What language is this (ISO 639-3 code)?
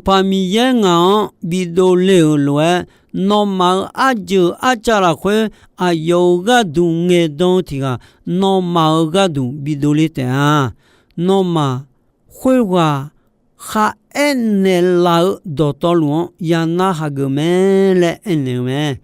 ahk